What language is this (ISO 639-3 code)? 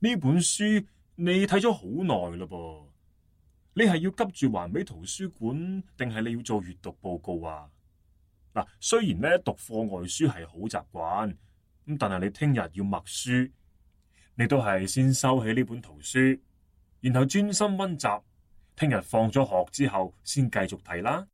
yue